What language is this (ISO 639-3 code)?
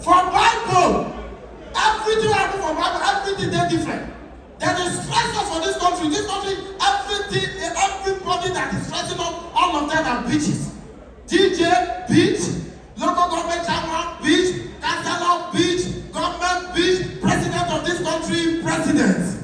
pcm